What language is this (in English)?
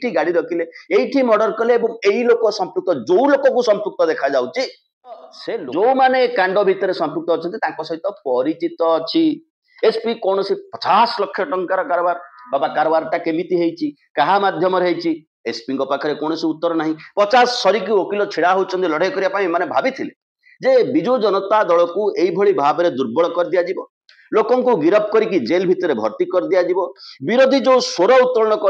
Odia